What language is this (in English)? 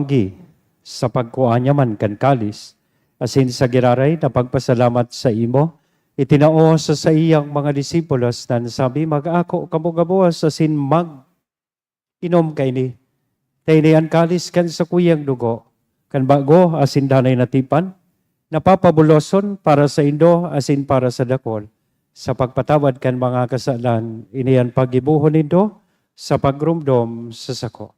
Bikol